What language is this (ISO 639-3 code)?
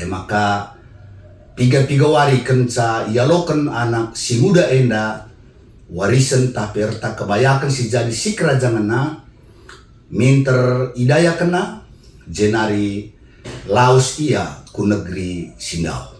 btx